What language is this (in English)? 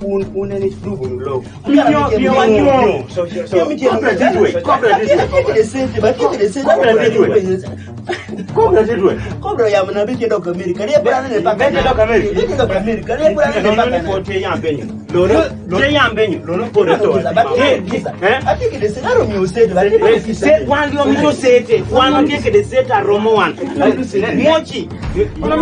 Kumam